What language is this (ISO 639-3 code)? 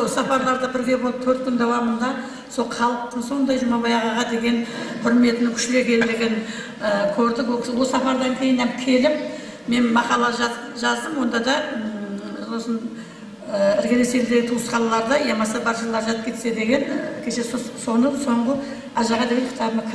kaa